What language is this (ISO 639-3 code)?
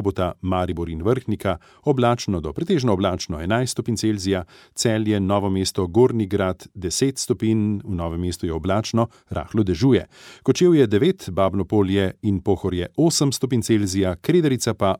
slv